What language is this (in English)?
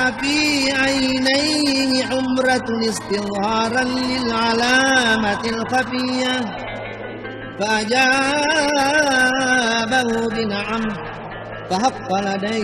Buginese